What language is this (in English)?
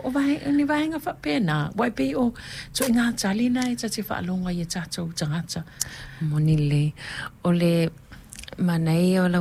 Samoan